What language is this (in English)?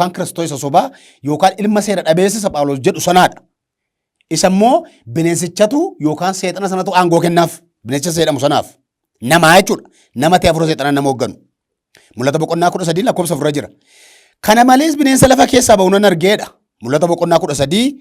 Oromo